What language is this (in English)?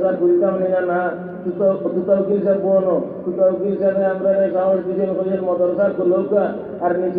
Sylheti